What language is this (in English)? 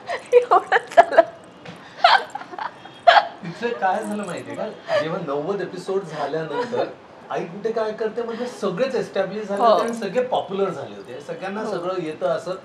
Marathi